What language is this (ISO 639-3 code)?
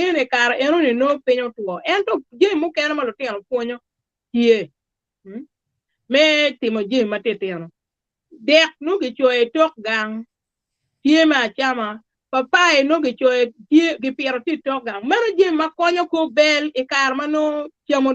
ach